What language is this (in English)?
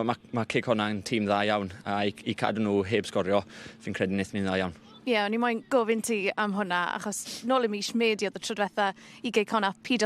Welsh